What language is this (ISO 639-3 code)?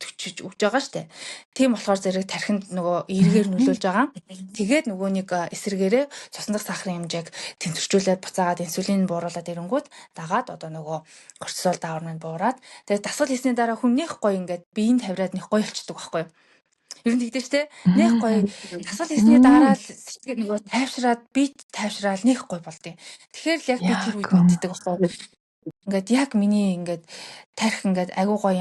mon